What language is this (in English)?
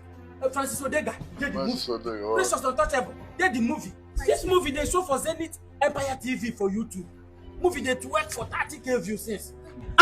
Nigerian Pidgin